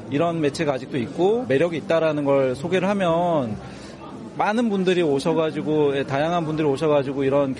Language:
Korean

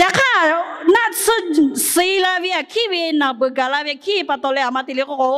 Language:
Lahu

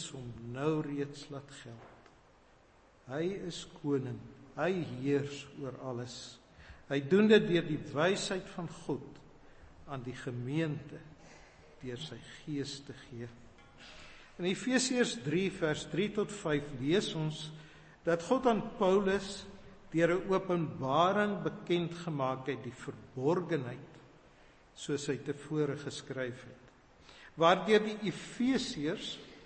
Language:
Afrikaans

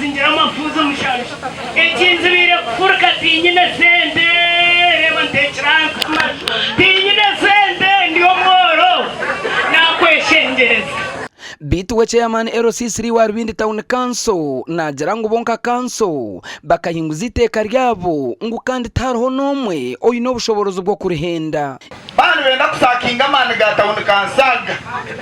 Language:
Nyankole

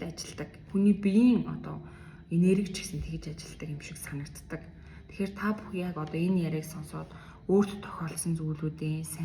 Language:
Mongolian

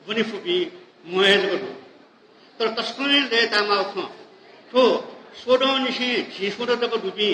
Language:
Newari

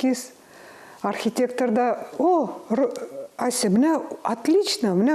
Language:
Tatar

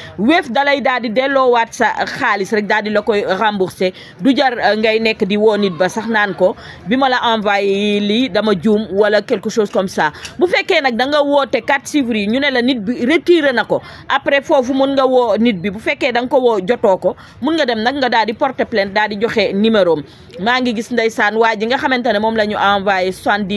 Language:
Wolof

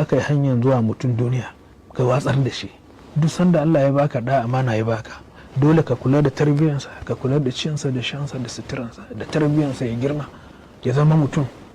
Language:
Hausa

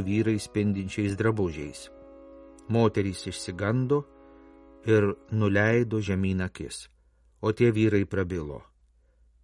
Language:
Lithuanian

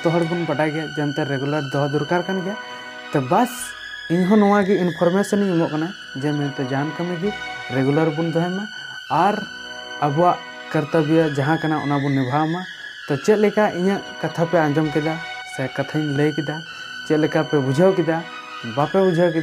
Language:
Santali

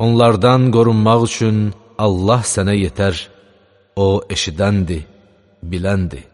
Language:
Azerbaijani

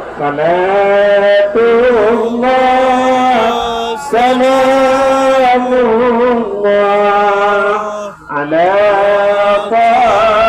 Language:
Achinese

